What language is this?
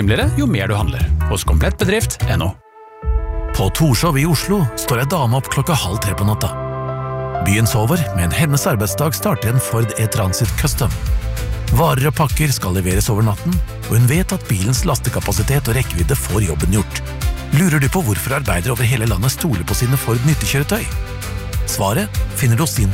Norwegian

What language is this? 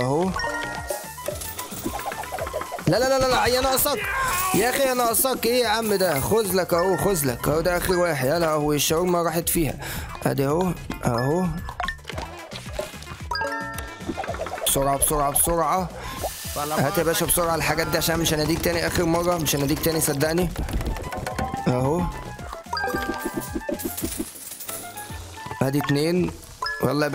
Egyptian Arabic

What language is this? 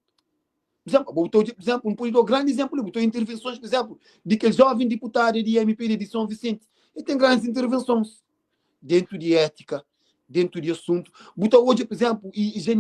Kabuverdianu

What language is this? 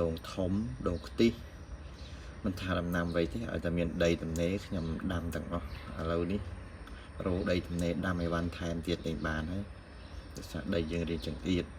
Khmer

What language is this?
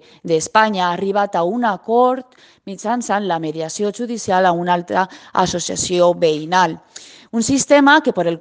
Catalan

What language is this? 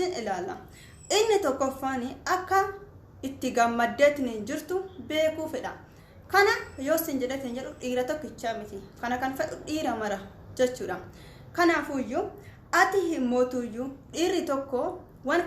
Oromo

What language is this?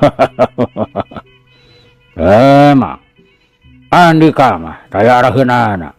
Sundanese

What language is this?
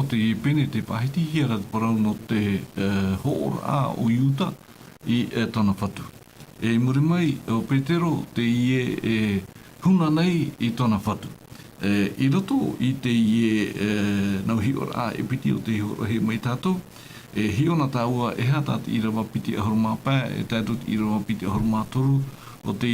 Tahitian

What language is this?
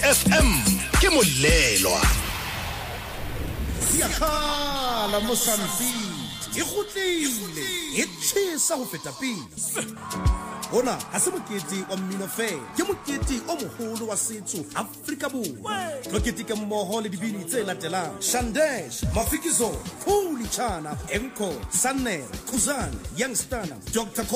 Southern Sotho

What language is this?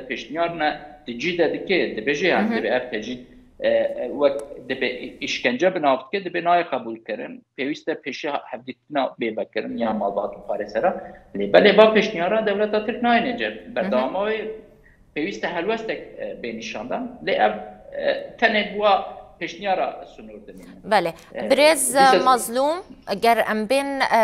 Kurdish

